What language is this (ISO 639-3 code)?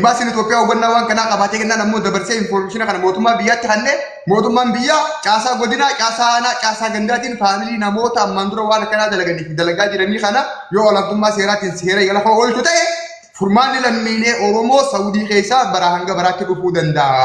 orm